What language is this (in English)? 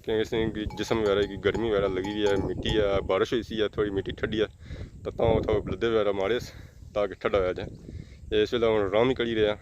Pahari-Potwari